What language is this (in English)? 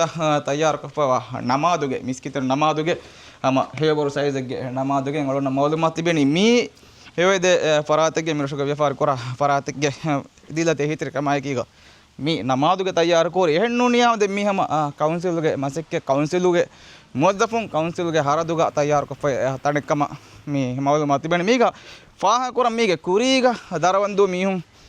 Divehi